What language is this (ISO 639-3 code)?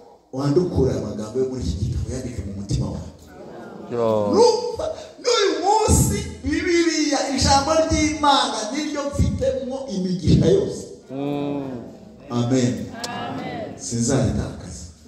kin